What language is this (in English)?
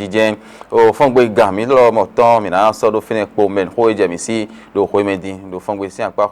Fon